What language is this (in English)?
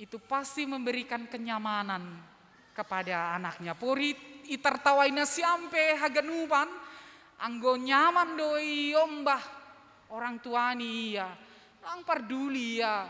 Batak Simalungun